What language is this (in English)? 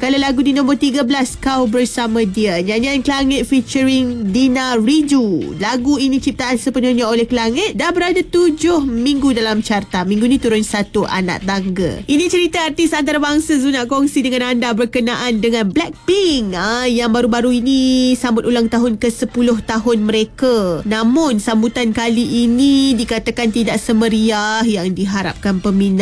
Malay